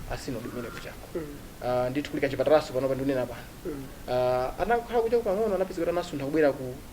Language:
Nyanja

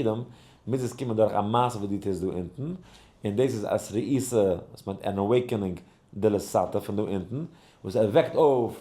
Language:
Yiddish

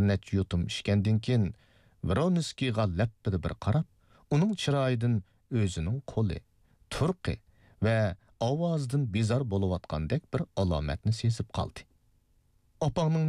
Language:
Uyghur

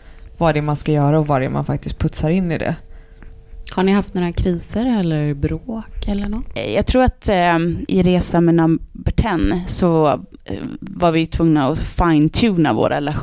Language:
Swedish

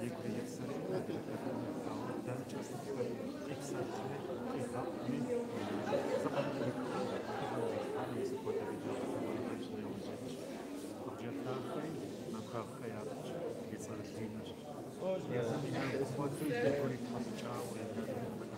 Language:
Kabardian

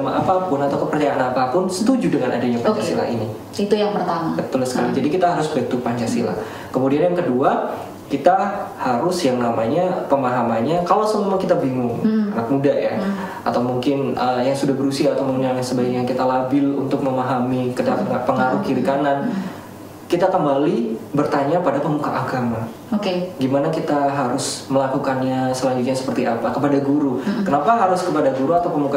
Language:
Indonesian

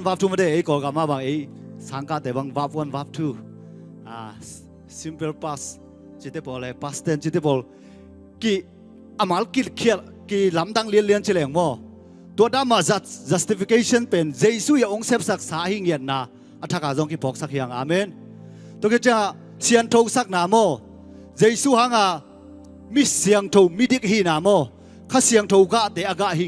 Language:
Tedim Chin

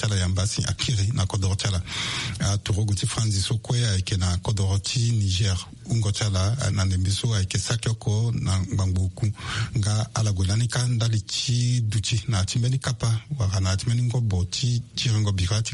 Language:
Sango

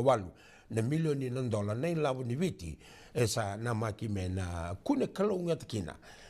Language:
Fijian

